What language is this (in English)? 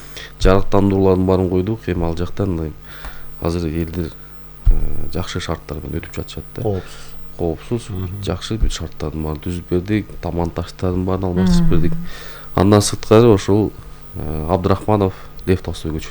Kyrgyz